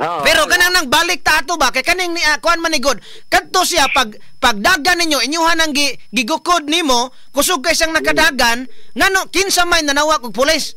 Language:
Cebuano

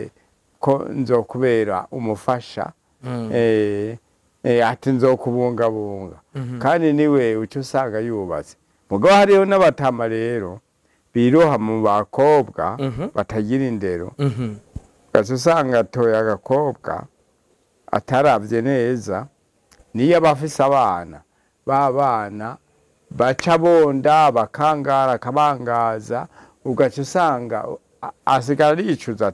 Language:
Rundi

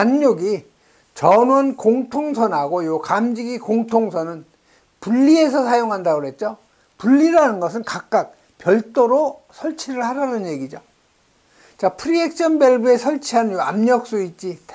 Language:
Korean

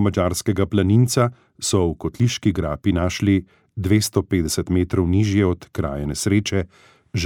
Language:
Slovenian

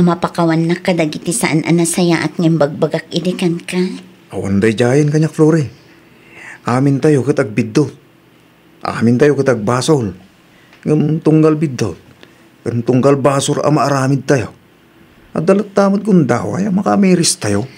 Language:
Iloko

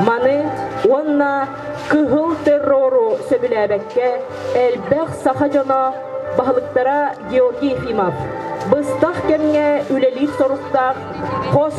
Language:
Yakut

